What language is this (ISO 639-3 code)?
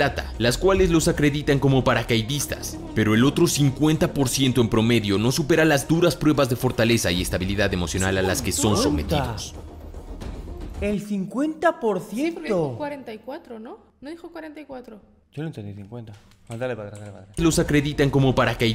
spa